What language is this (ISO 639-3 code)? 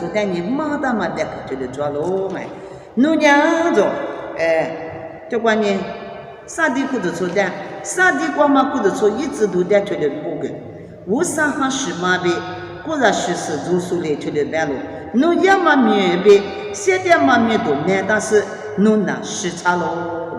lis